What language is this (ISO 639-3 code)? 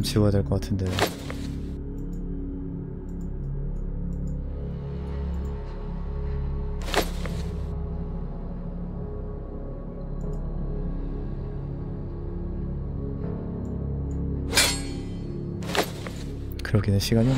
kor